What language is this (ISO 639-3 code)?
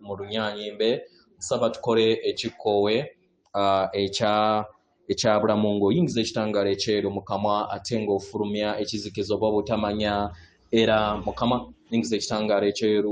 lug